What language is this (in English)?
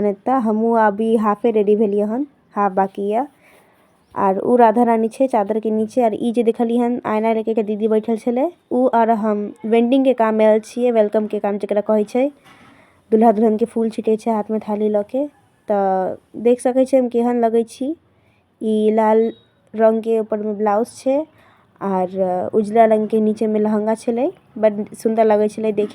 Maithili